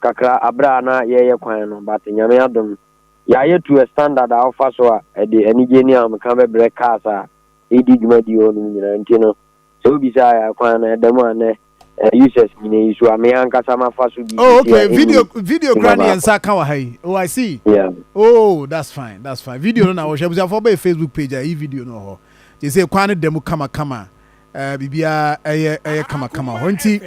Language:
Akan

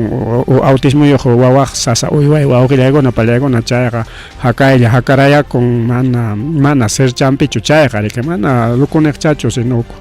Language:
Ayacucho Quechua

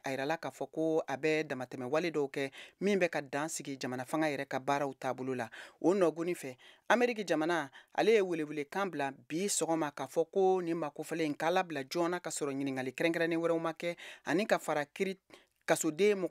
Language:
Bambara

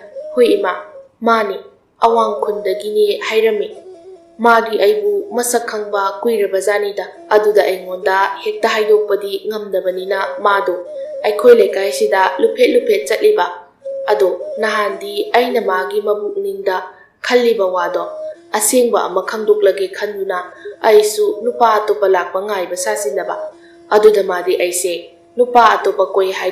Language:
Manipuri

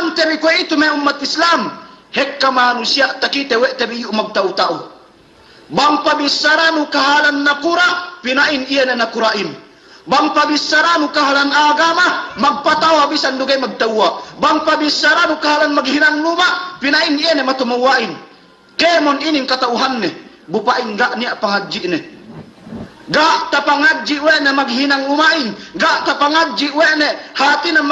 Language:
Yakan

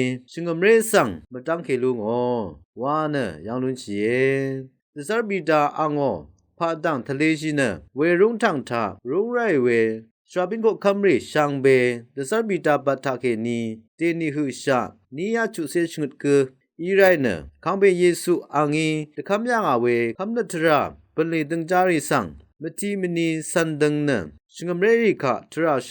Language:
Rawang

